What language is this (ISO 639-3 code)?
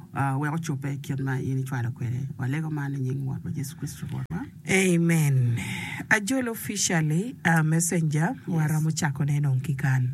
ach